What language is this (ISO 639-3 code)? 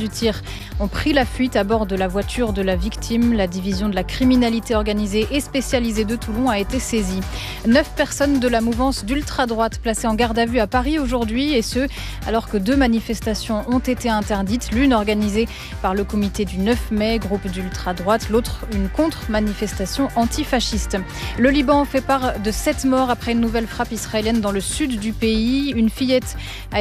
fra